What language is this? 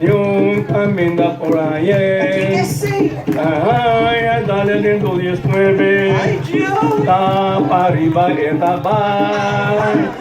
Papiamento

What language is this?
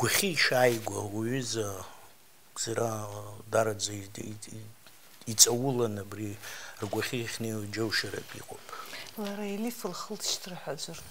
Abkhazian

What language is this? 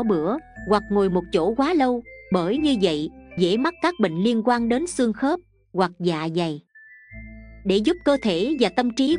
Vietnamese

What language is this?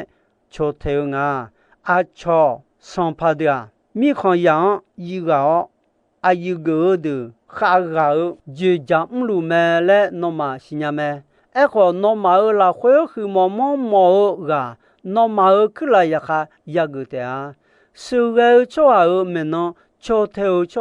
Akha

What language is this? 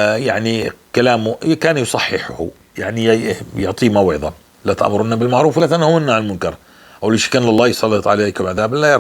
North Levantine Arabic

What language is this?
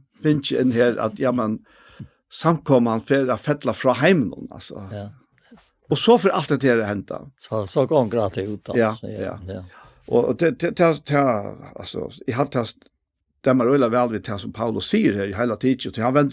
Faroese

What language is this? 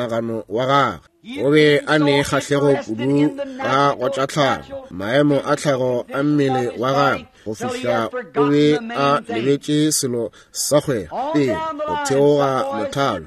Northern Sotho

